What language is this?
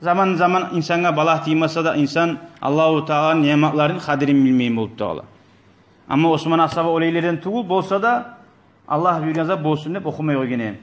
Kumyk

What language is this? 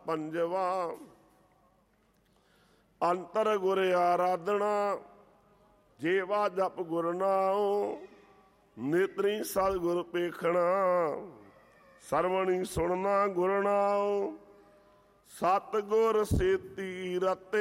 Punjabi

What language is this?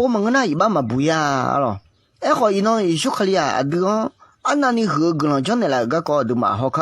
Akha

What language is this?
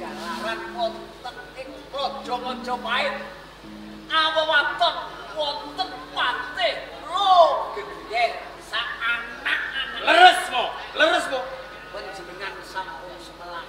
Javanese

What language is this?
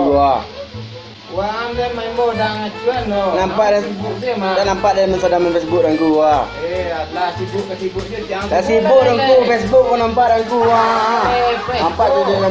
Minangkabau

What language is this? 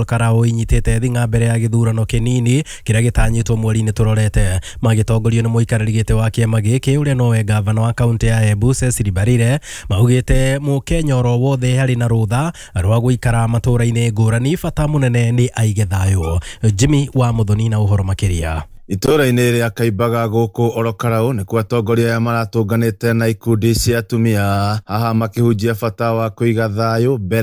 Kikuyu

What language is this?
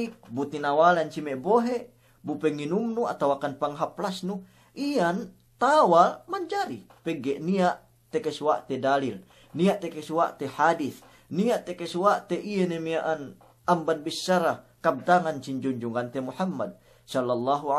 Yakan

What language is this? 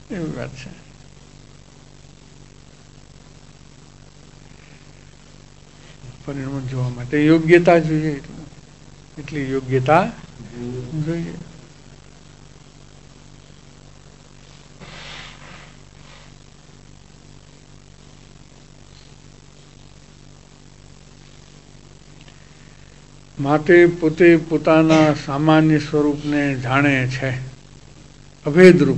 Gujarati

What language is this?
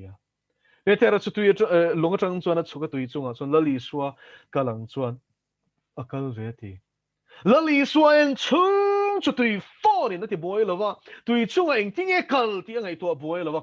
Mizo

